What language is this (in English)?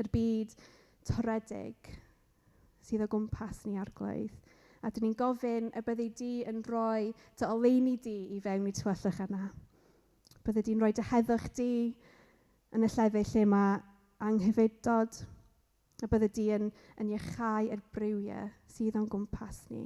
Welsh